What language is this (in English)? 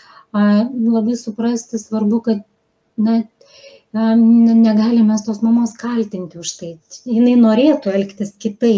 Lithuanian